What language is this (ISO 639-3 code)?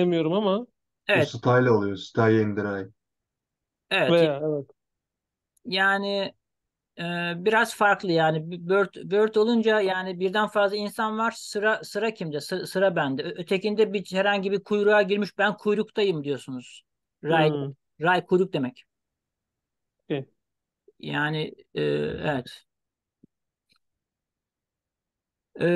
tur